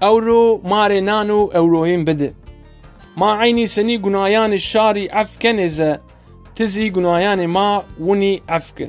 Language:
Zaza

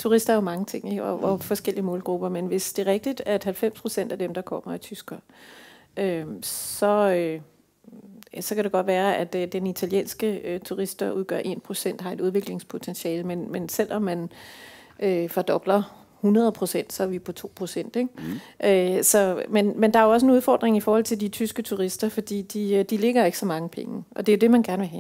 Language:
Danish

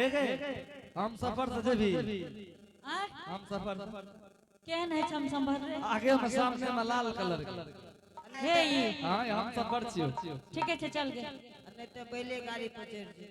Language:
Angika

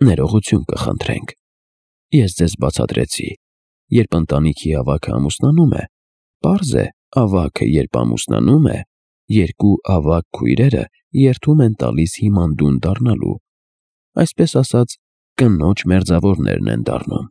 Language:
Armenian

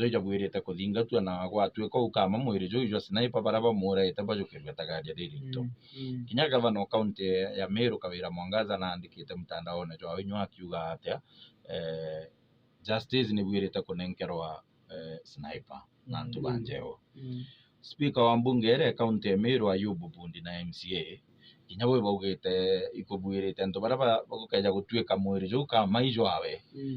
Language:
Meru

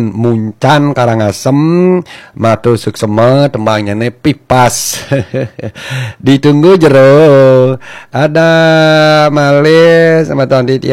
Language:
Balinese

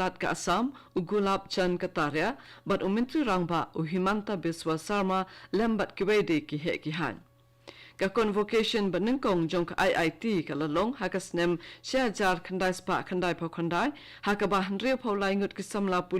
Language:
Khasi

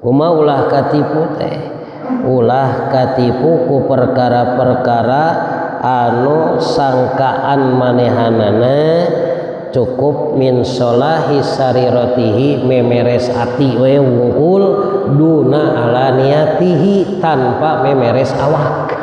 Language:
Sundanese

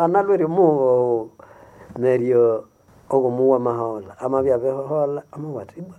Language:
Nande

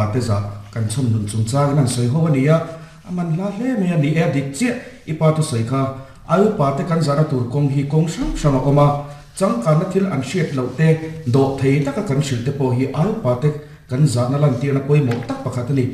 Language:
Mizo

